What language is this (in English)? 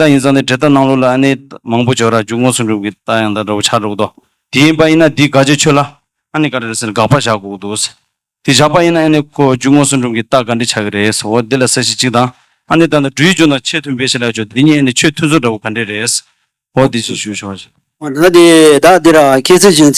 Tibetan